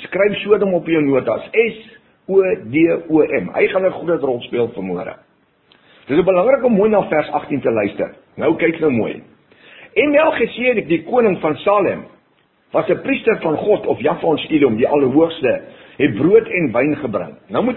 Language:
Afrikaans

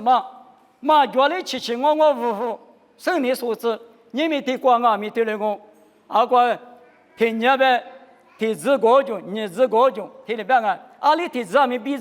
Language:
Lisu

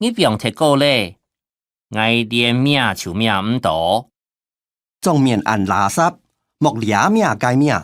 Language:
Hakka Chinese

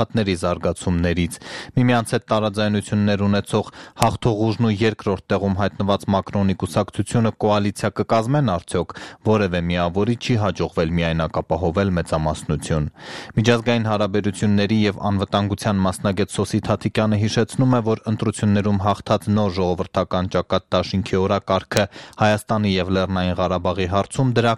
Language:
Armenian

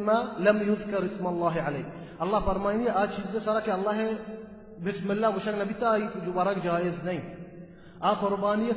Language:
Baluchi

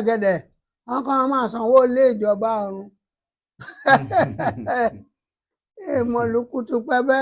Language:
Yoruba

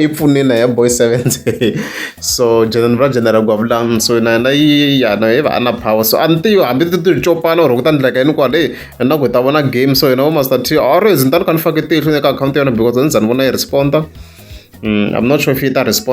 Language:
Tsonga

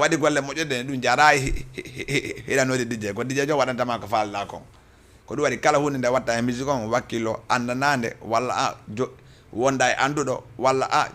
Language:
Fula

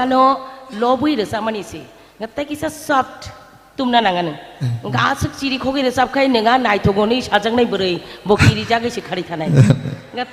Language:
Kok Borok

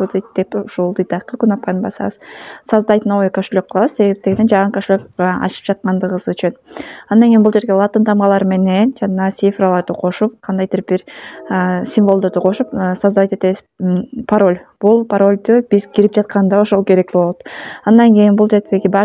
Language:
Kyrgyz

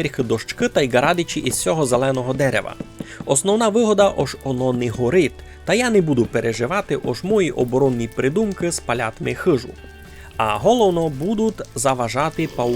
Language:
Rusyn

